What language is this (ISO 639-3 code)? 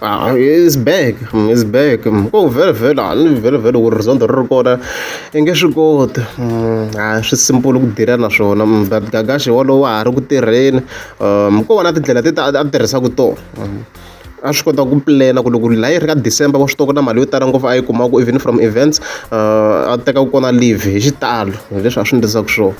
tso